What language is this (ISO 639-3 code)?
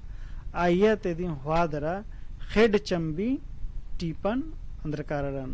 kru